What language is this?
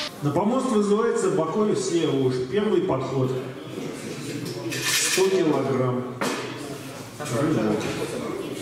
Russian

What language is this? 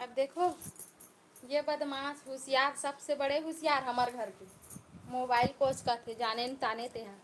Chhattisgarhi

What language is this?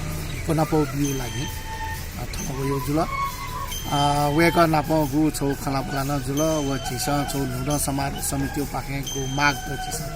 Newari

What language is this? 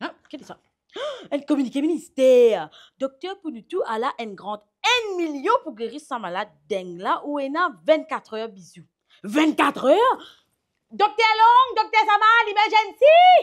Morisyen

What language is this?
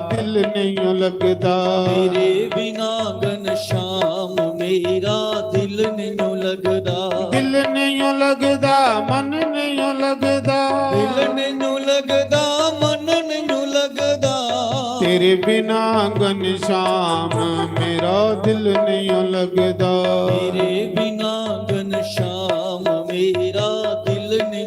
Dogri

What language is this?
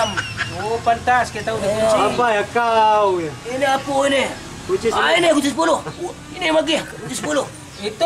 Minangkabau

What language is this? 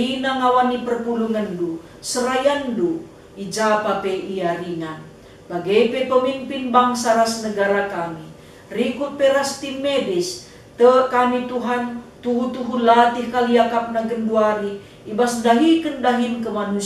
Batak Karo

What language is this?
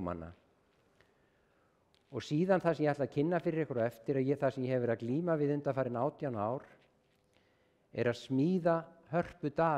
Icelandic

